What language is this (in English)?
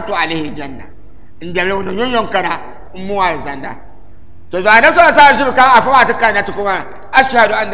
Dagbani